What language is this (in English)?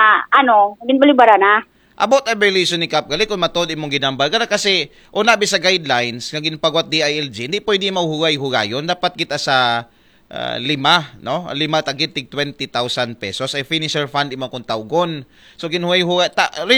Aklanon